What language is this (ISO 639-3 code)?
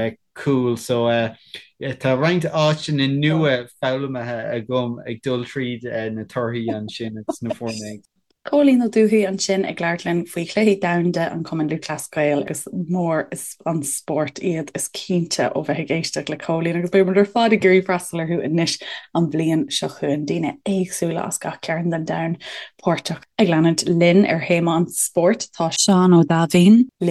gle